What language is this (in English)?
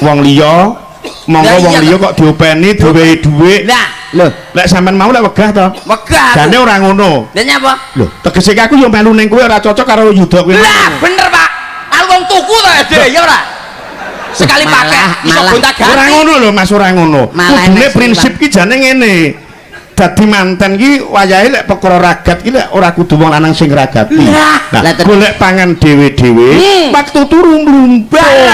Javanese